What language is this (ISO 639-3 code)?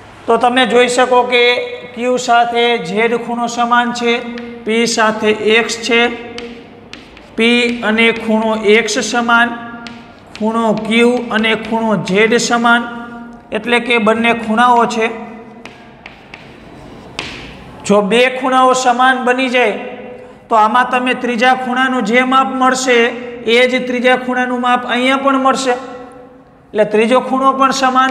guj